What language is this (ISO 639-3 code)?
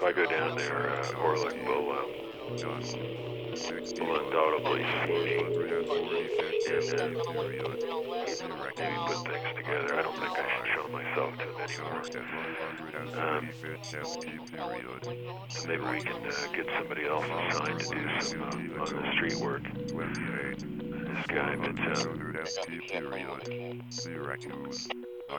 eng